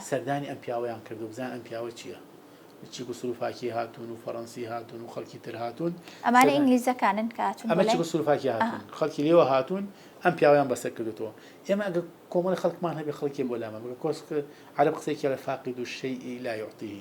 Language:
Central Kurdish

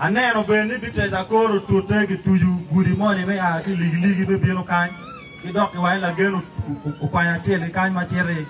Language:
Acoli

